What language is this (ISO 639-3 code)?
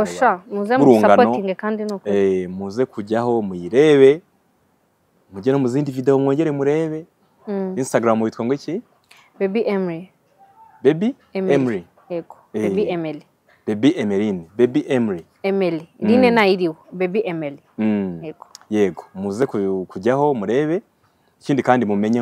kin